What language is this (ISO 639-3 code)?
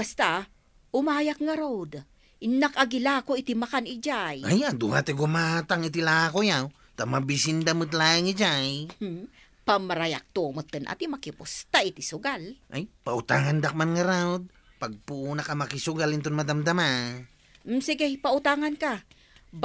ilo